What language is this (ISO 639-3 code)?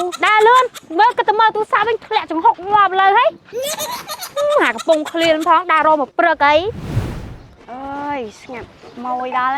khm